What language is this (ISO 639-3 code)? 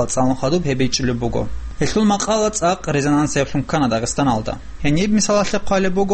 ava